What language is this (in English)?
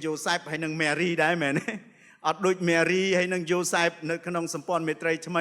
Khmer